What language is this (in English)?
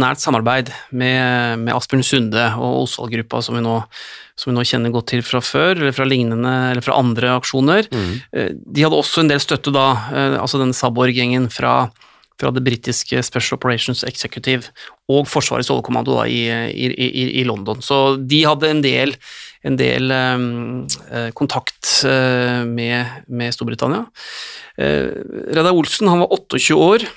Norwegian